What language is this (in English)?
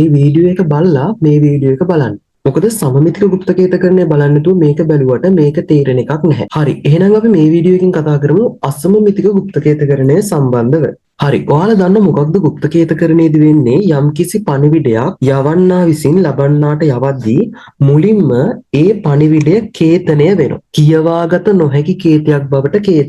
Sinhala